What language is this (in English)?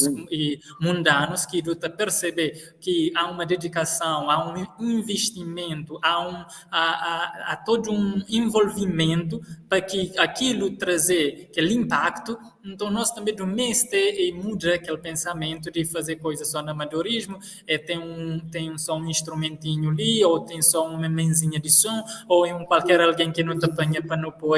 Kabuverdianu